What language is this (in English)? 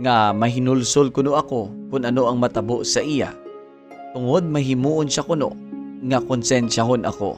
Hiligaynon